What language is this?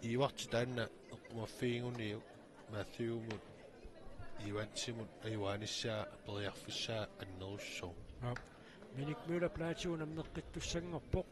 Kalaallisut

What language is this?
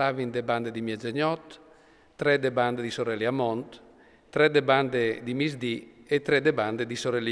Friulian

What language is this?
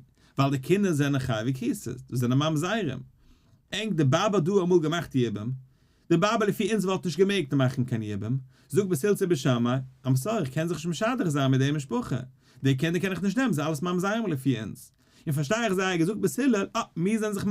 Yiddish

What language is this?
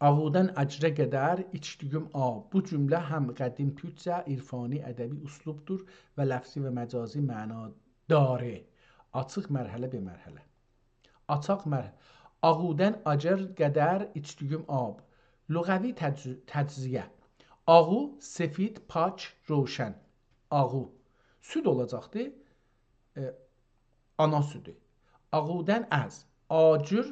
South Azerbaijani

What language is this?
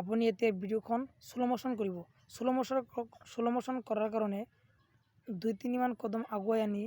Assamese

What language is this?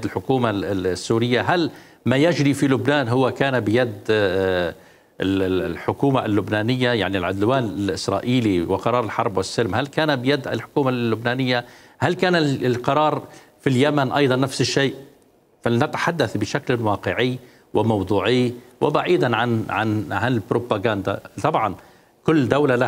Mesopotamian Arabic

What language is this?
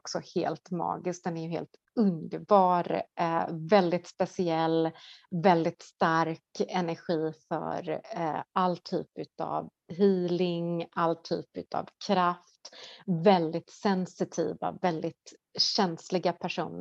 Swedish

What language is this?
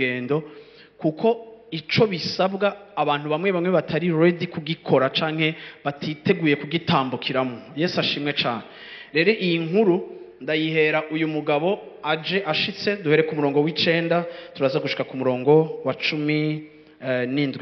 Rundi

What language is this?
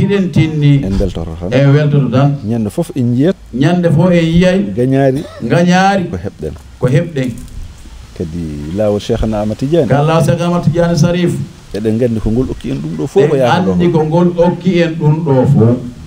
Fula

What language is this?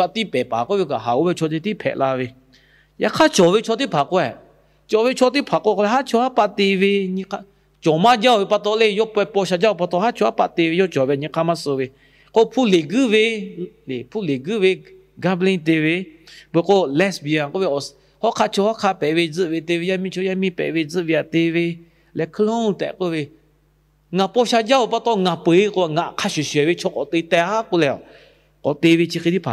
Lahu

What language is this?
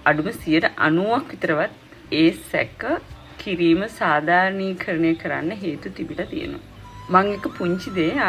Sinhala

